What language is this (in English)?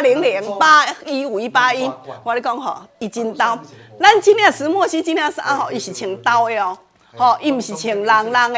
Min Nan Chinese